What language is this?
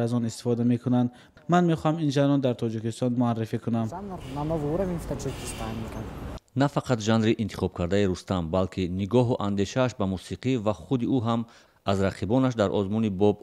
Tajik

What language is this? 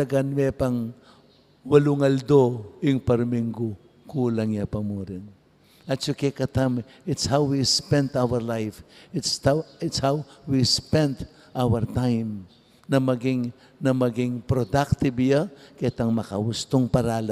Pampanga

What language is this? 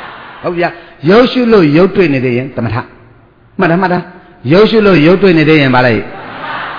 Burmese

